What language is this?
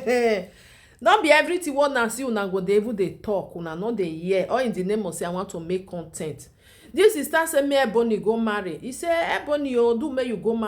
Nigerian Pidgin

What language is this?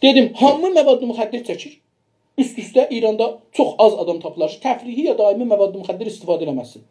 South Azerbaijani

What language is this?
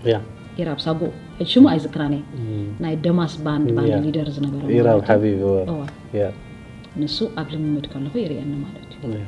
Tigrinya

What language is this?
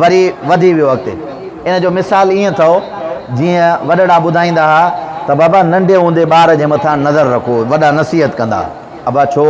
Sindhi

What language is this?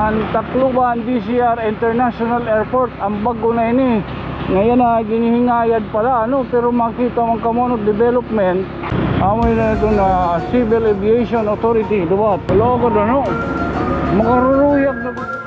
Waray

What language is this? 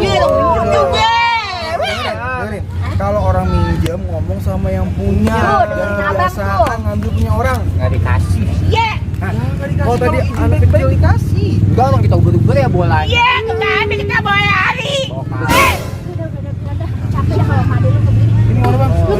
Betawi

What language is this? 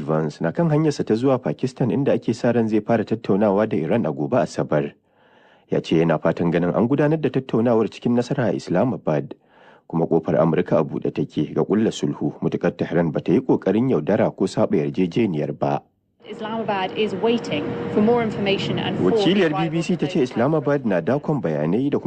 Hausa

